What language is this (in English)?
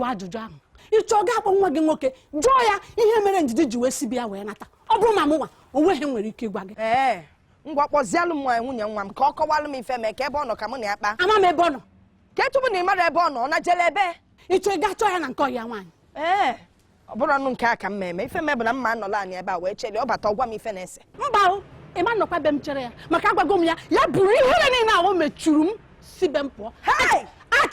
Igbo